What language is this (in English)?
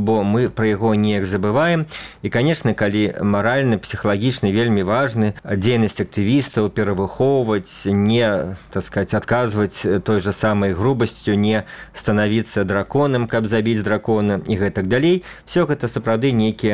Belarusian